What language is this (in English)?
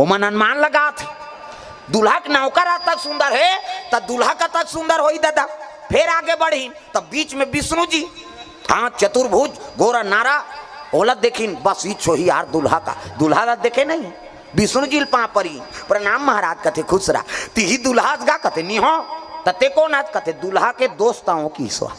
Chhattisgarhi